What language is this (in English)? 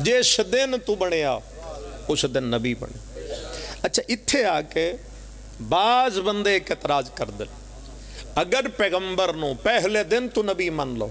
Pahari-Potwari